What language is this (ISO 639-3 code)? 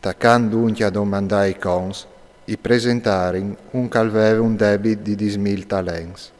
fur